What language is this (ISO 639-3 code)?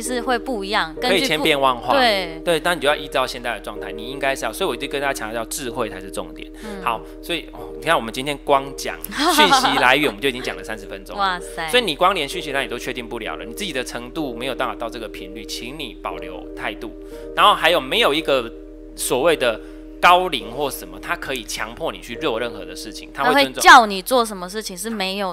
zho